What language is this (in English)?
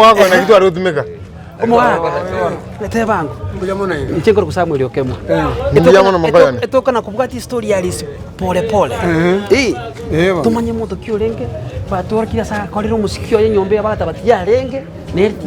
Gusii